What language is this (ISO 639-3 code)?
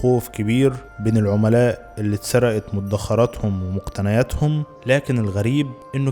arz